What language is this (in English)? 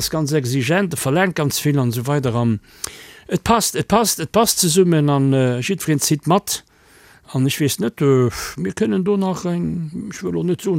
Luxembourgish